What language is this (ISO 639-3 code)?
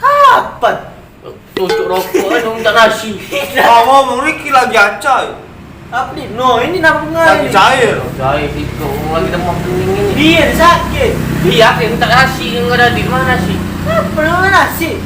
mui